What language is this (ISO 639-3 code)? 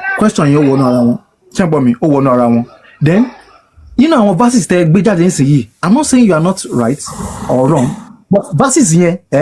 yor